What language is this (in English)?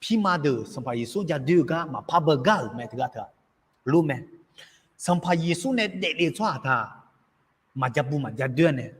Akha